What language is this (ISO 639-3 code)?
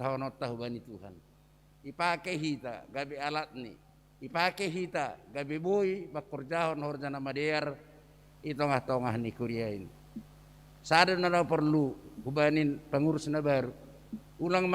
bts